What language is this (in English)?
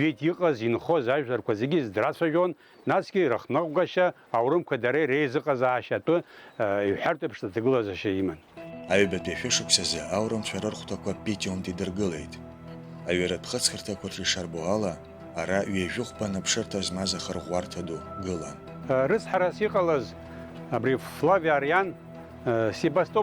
Abkhazian